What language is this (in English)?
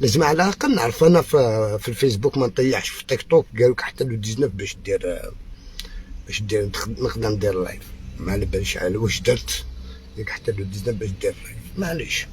Algerian Arabic